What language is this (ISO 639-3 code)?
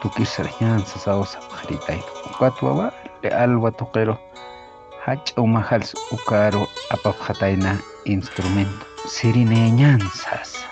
aym